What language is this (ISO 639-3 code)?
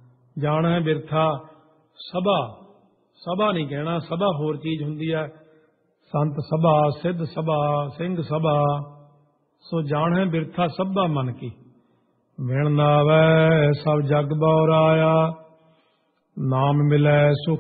pan